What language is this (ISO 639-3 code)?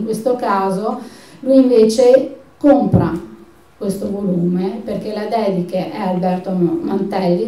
ita